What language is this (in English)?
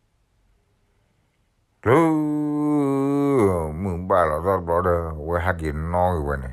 S'gaw Karen